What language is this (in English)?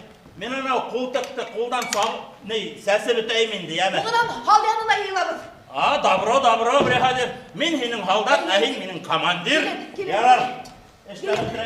Bashkir